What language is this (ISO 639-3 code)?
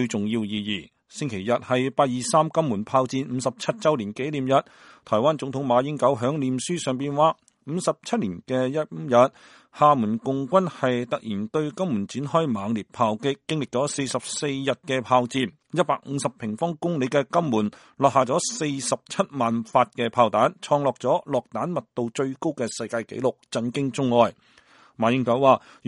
yue